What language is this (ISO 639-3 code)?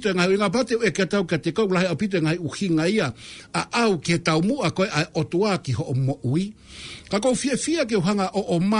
ton